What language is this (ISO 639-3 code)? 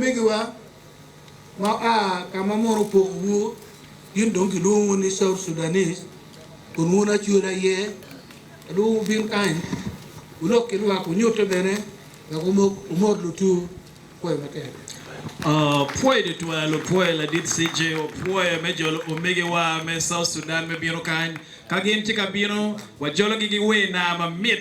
ach